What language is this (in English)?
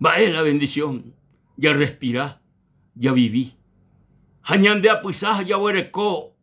Guarani